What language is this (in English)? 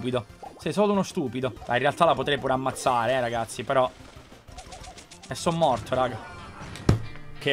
Italian